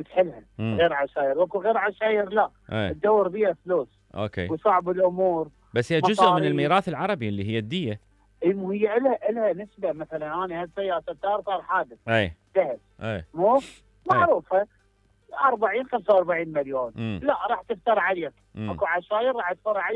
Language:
Mesopotamian Arabic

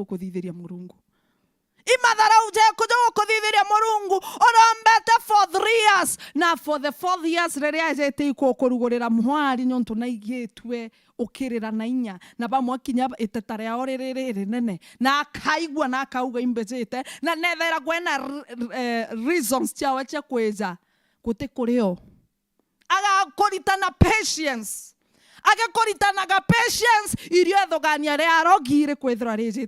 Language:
Meru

